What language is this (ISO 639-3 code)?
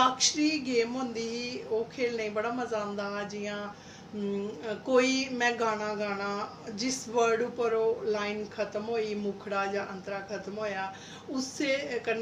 doi